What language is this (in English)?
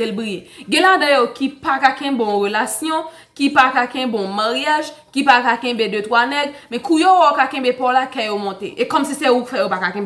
Haitian Creole